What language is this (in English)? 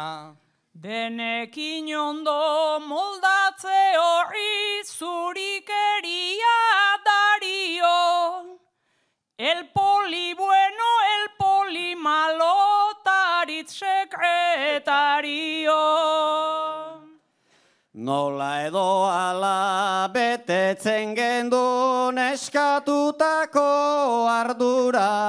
Basque